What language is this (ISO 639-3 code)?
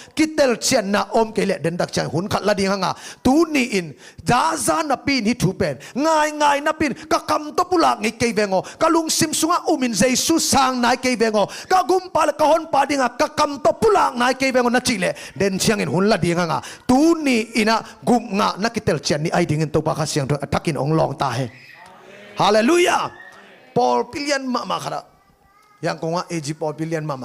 ctd